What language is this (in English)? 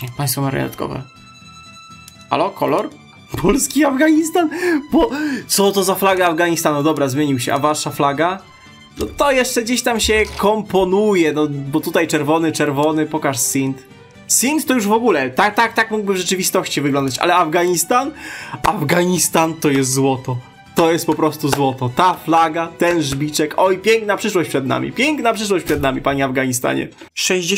Polish